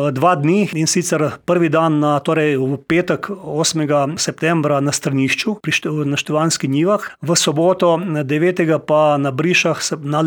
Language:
Slovenian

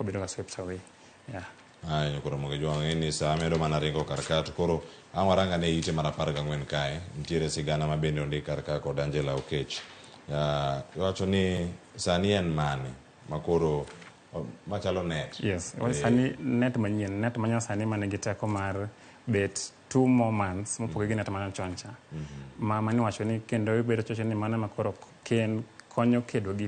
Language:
Luo (Kenya and Tanzania)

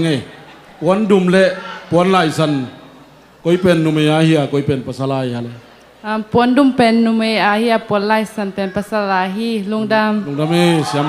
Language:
Tedim Chin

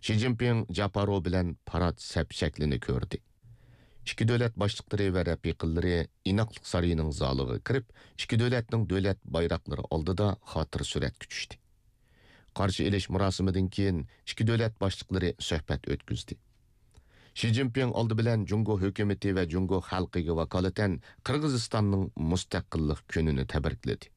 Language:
Uyghur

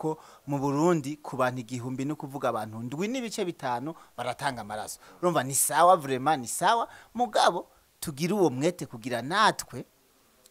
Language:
Rundi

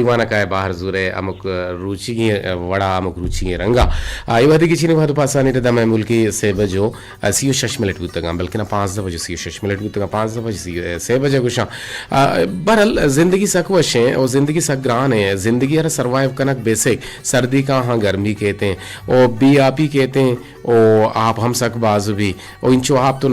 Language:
Eastern Balochi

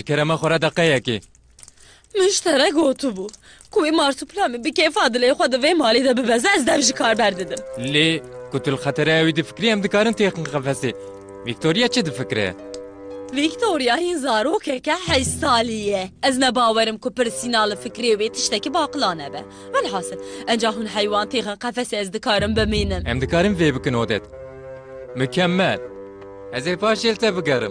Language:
Kurdish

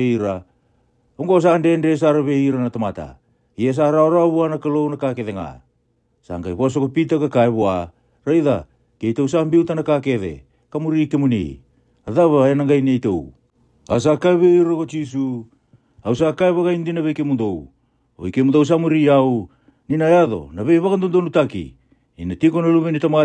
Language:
Fijian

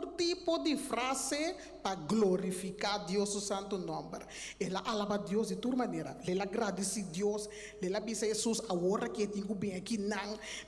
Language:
Papiamento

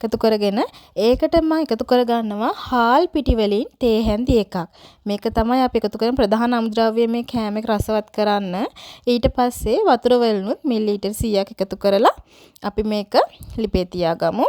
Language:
Sinhala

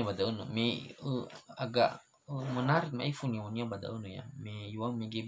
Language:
Nias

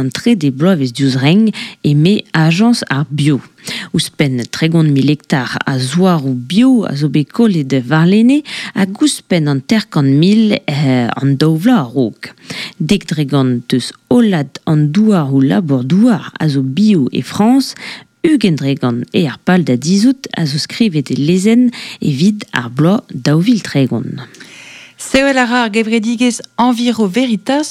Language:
Breton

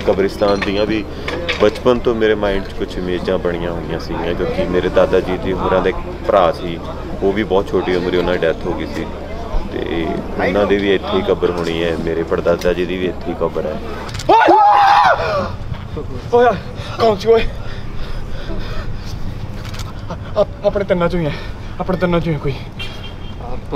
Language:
Punjabi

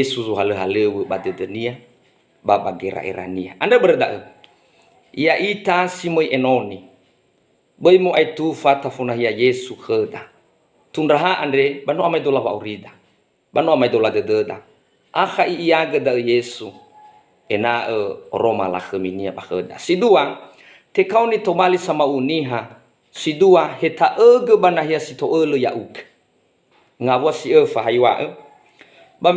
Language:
Nias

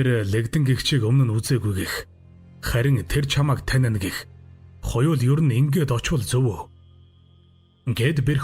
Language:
Mongolian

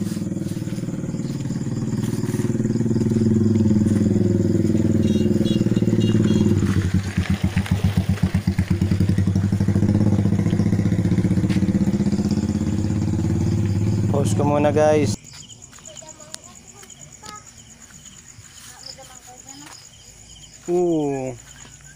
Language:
Filipino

